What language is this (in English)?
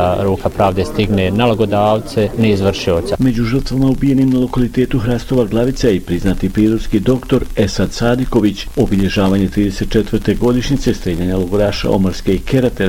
Bosnian